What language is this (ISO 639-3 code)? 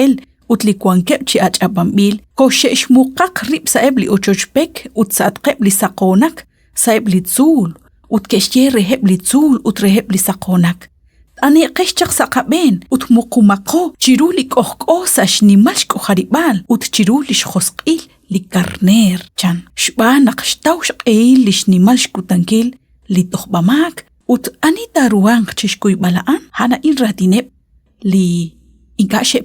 kek